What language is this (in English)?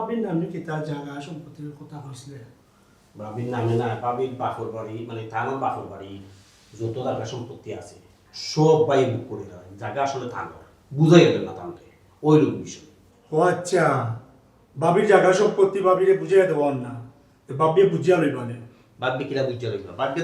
Sylheti